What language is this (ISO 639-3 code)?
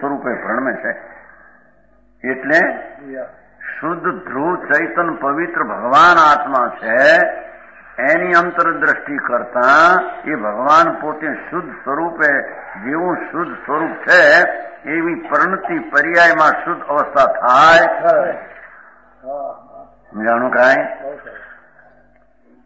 guj